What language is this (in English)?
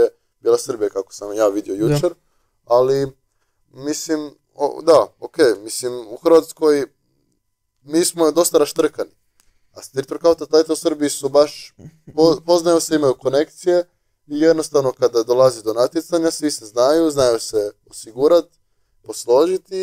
Croatian